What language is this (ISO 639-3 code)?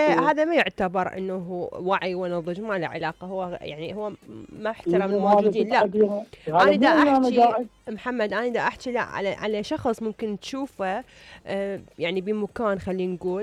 acm